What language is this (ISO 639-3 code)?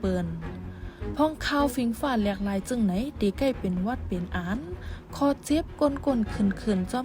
shn